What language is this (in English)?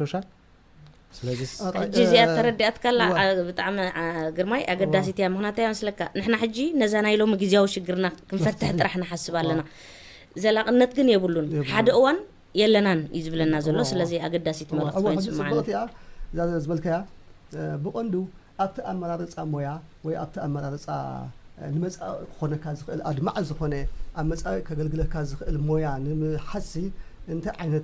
Tigrinya